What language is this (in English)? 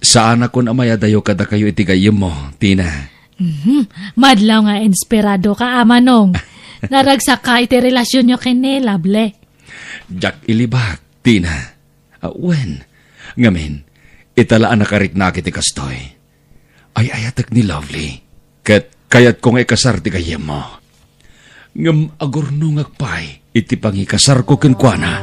Iloko